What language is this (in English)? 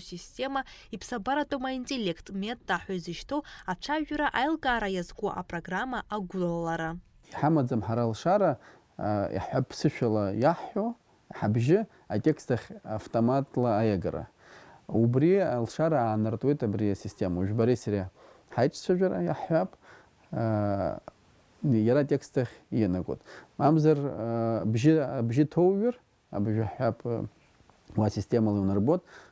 Abkhazian